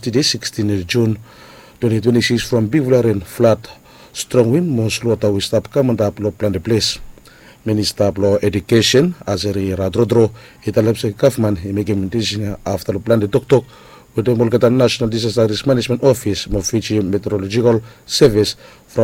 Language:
Bislama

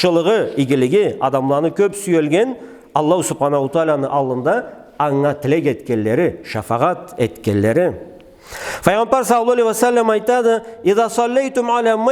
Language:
Karachay-Balkar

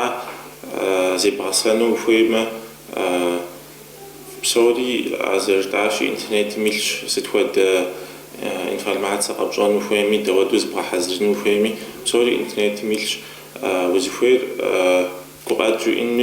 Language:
Kabardian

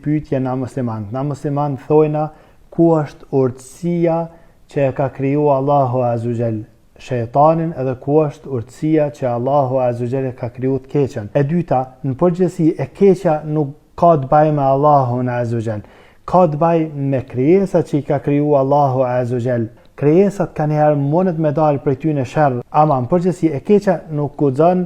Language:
Albanian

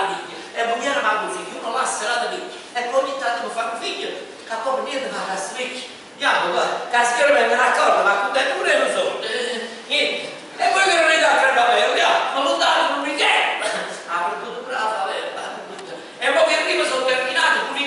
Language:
Neapolitan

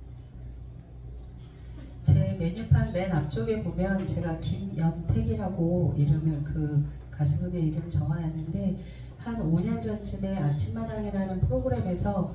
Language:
Korean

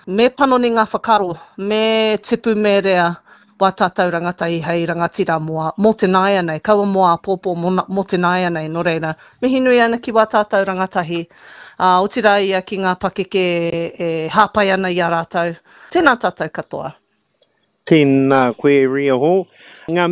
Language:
Māori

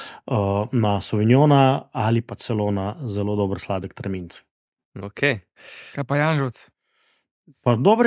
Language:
Slovenian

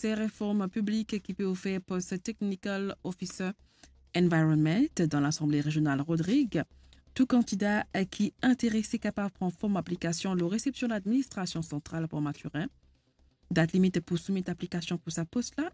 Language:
Morisyen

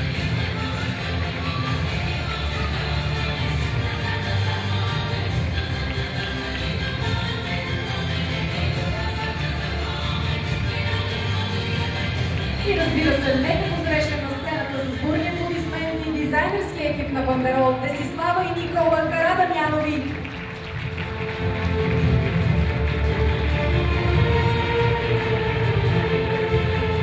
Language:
Bulgarian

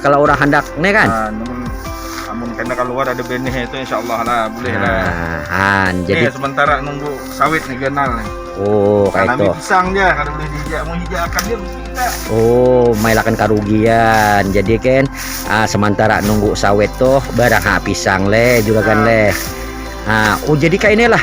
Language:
Banjar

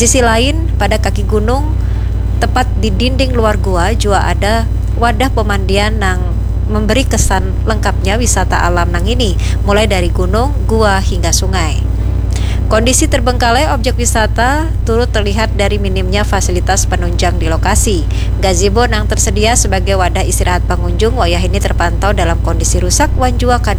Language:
Banjar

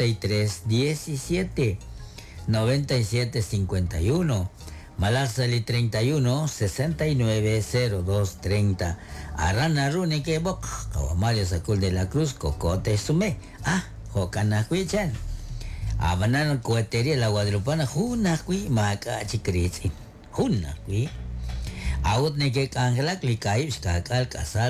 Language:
Kekchí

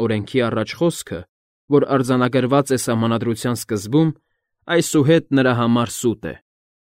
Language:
Armenian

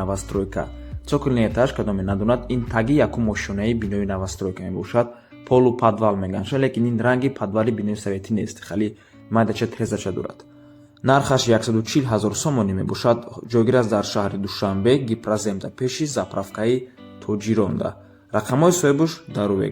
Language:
Tajik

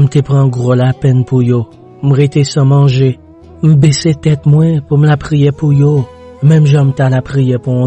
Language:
Haitian Creole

